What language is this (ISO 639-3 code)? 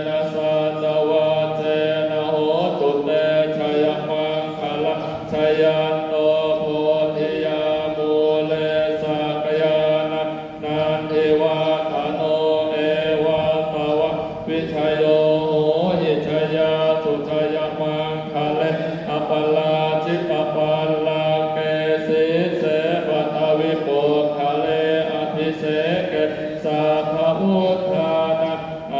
pli